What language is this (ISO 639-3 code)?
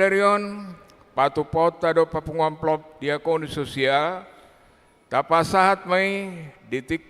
bbc